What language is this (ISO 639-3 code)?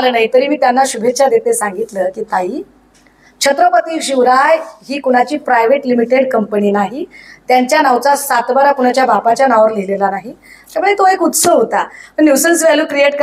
mar